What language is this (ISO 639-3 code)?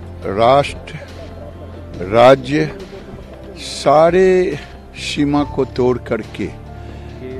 guj